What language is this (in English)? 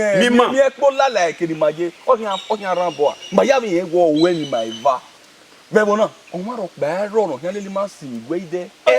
Bini